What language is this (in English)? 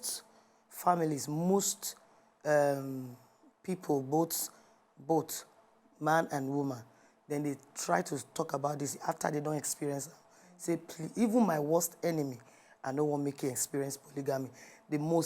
Nigerian Pidgin